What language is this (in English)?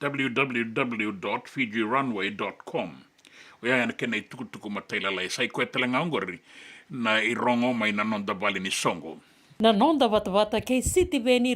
Fijian